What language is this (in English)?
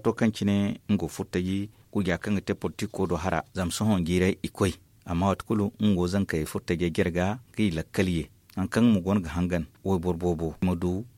Zarma